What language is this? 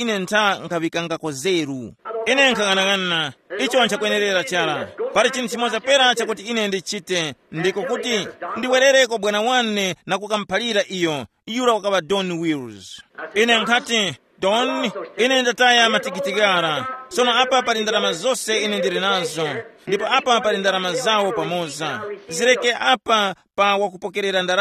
Tumbuka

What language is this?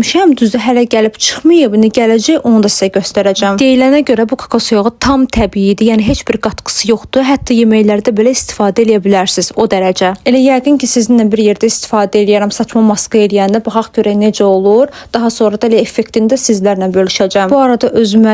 Azerbaijani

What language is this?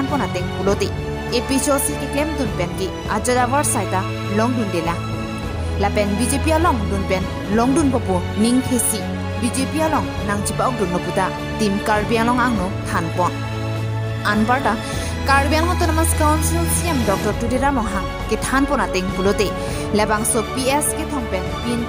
Karbi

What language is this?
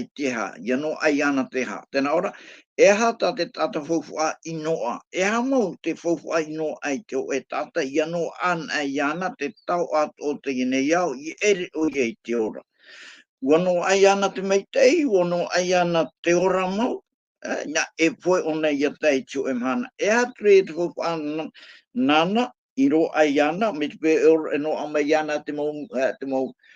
Tahitian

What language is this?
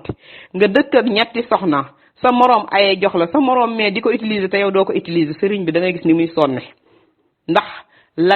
Wolof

